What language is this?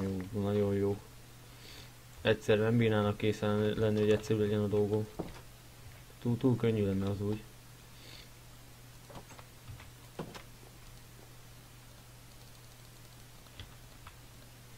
Hungarian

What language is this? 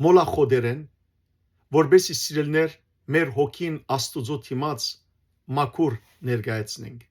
Western Armenian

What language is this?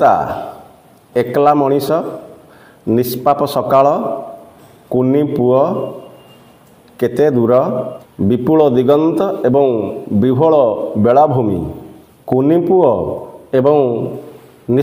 Odia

